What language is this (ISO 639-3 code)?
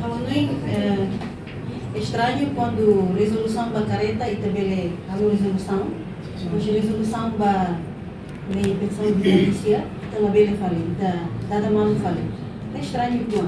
tet